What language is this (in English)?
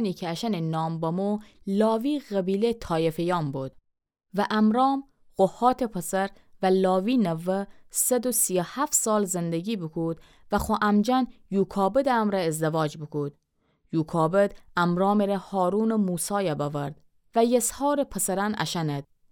Gilaki